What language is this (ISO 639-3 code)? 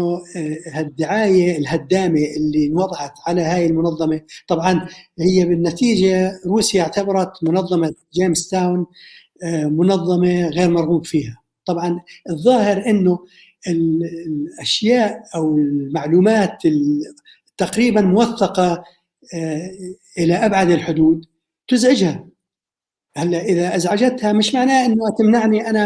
apc